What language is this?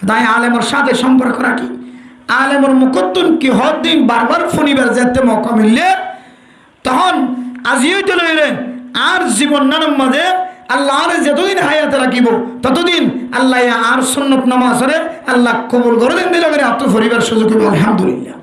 Rohingya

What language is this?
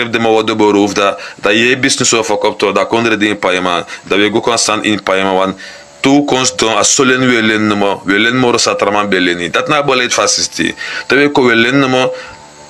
Sranan Tongo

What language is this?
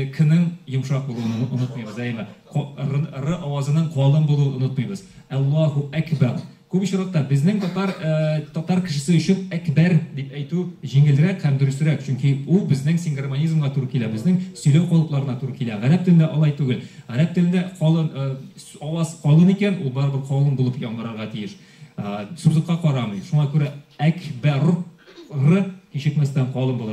Tatar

